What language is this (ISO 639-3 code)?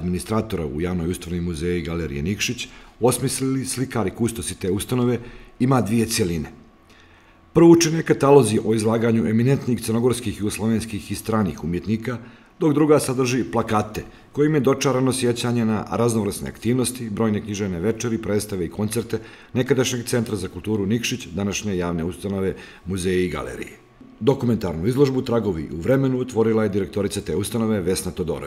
srp